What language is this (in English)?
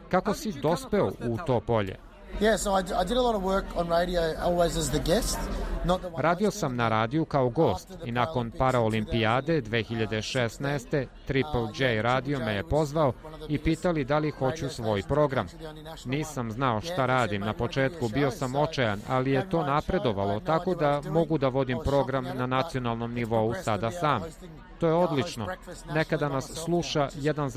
Serbian